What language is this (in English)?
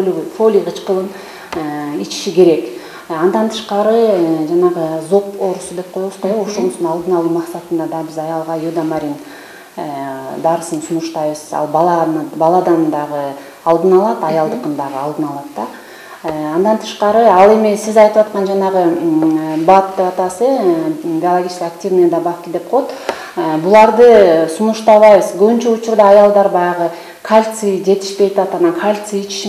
Kyrgyz